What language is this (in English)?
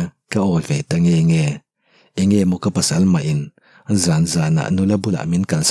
Mizo